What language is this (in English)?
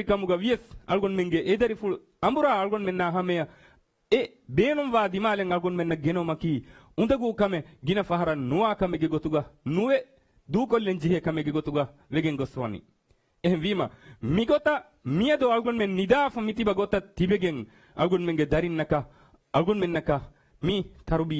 Divehi